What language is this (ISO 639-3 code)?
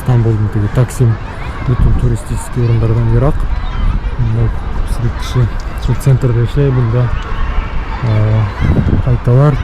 bak